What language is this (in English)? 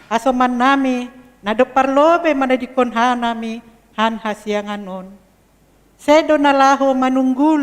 Batak Simalungun